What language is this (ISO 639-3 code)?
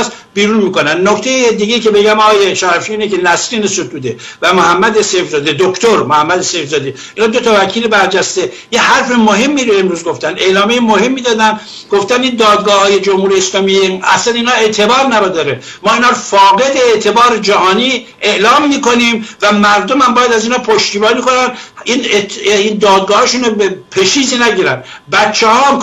fas